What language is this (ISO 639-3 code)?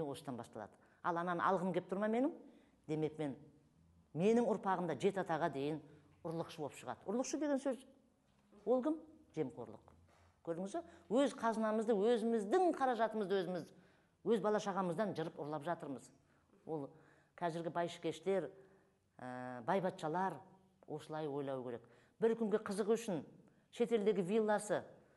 kaz